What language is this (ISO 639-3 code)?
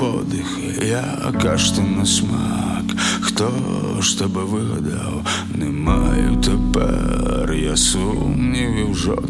ukr